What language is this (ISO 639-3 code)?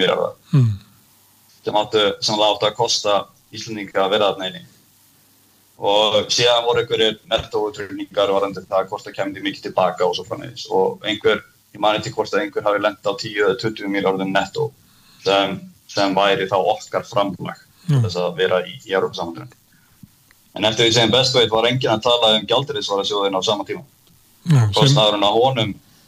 isl